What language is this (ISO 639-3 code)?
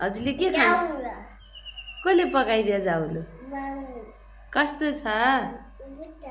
nep